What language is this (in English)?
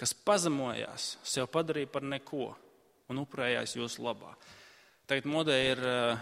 Latvian